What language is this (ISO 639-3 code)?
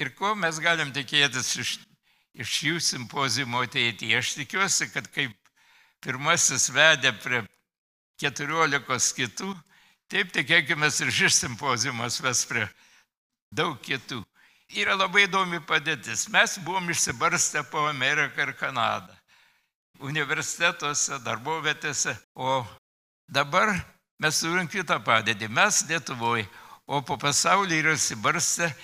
lit